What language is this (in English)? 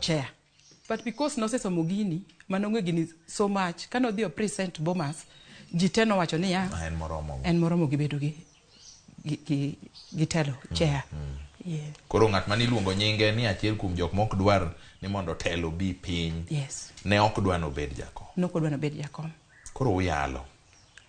Luo (Kenya and Tanzania)